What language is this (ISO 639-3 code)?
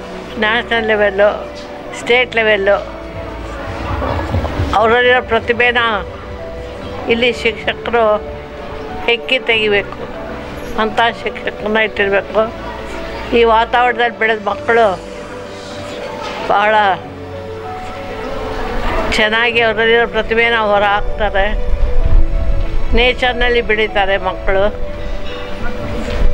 kan